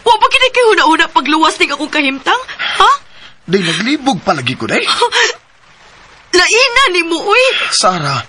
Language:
Cebuano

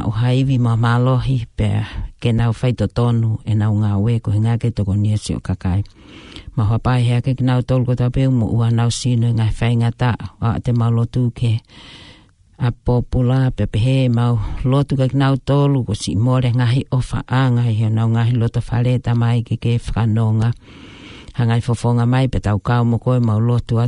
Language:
Tongan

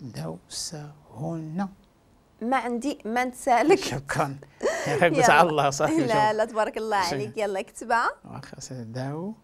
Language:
Moroccan Arabic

